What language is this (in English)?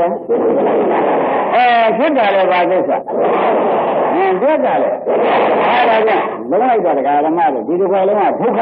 Burmese